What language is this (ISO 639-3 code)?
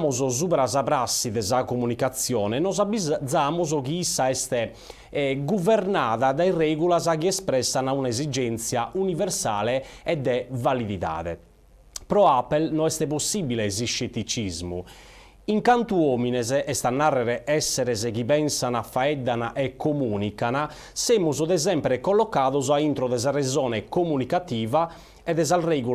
srd